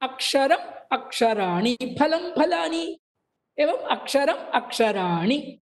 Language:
Sanskrit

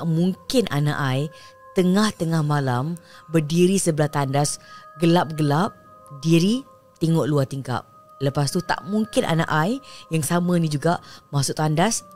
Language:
Malay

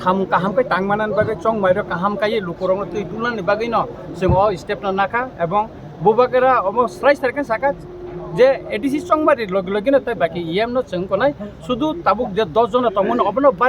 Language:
Kok Borok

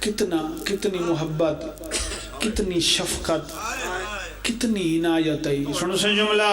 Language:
Pahari-Potwari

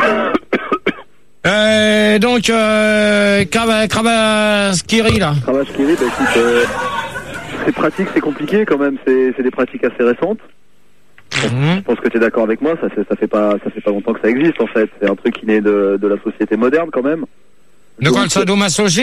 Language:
French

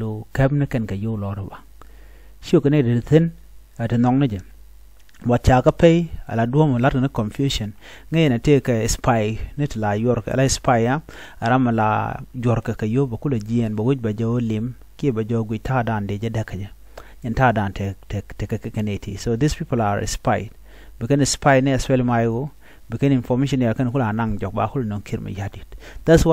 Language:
Nuer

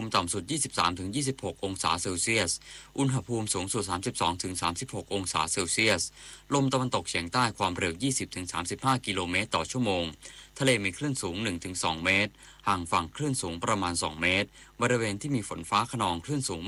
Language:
Thai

